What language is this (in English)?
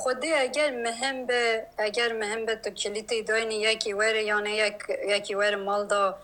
Kurdish